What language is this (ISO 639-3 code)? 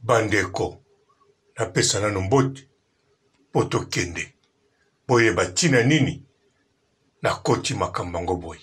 lin